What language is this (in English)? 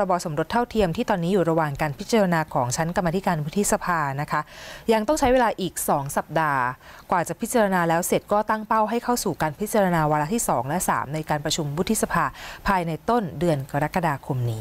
Thai